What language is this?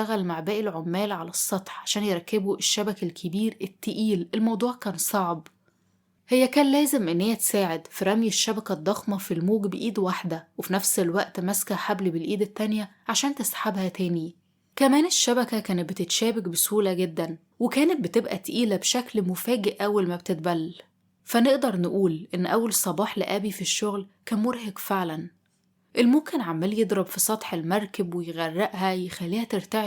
Egyptian Arabic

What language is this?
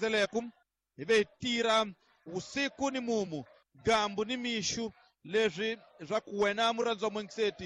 Tsonga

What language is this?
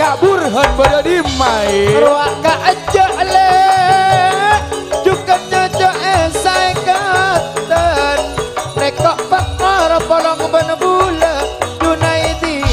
Madurese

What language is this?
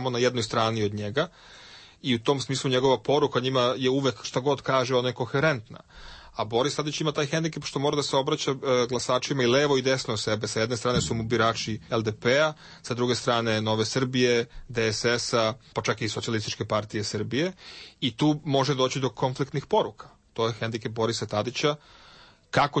Serbian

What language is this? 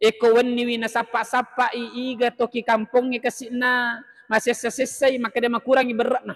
Buginese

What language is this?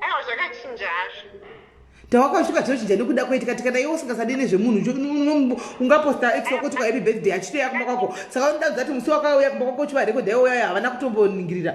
Shona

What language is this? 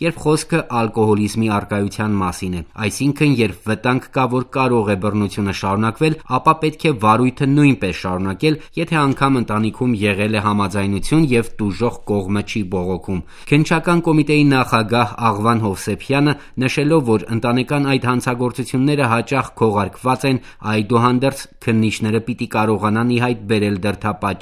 Armenian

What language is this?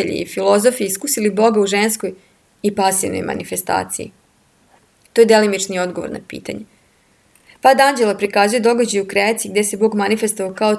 Serbian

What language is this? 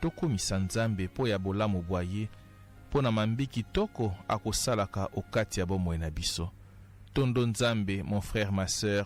Lingala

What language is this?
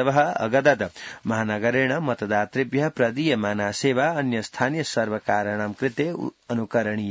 Sanskrit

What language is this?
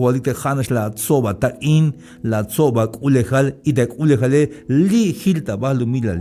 Tzeltal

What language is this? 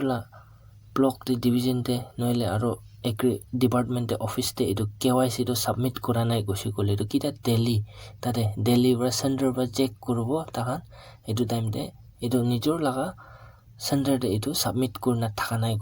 Naga Pidgin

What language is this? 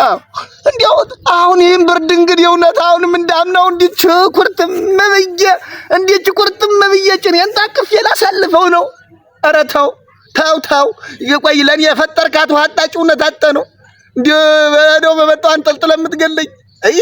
Amharic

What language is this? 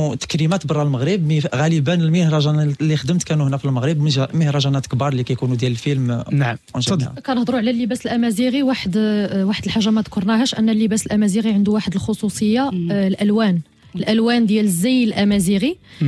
Moroccan Arabic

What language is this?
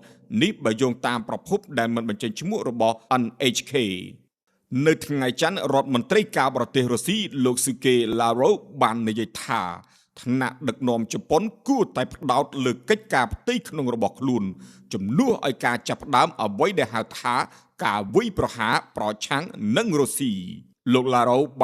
Khmer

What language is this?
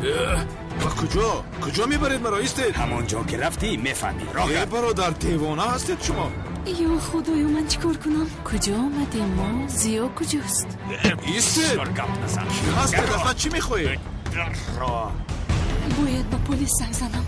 Tajik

